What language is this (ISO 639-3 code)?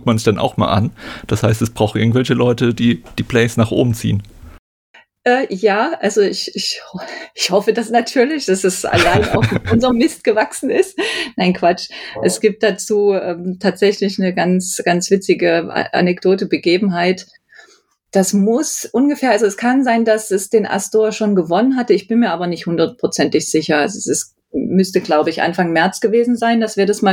deu